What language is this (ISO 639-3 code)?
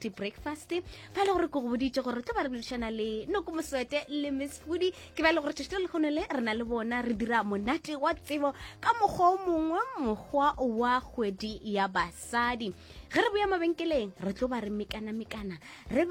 nso